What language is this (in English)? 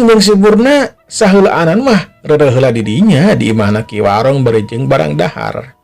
Sundanese